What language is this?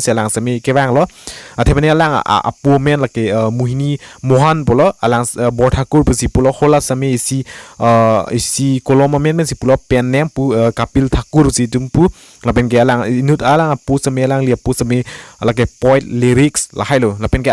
Karbi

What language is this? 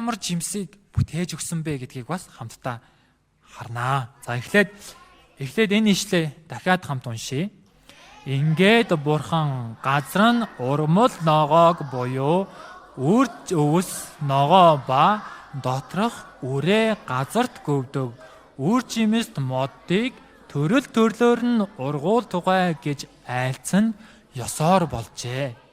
Mongolian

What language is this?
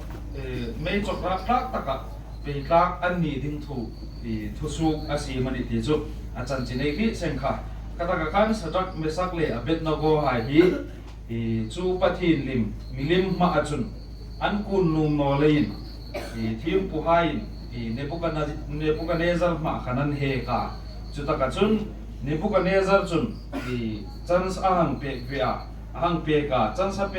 Hmar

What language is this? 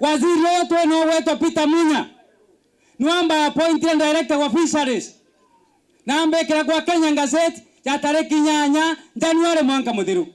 Meru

